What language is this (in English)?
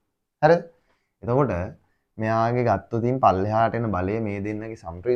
Sinhala